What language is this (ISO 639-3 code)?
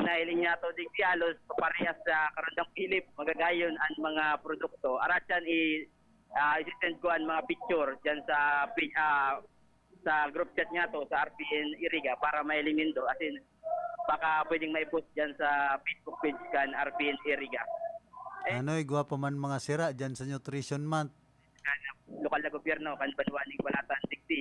bik